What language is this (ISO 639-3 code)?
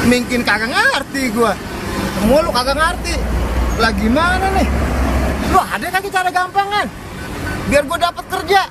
bew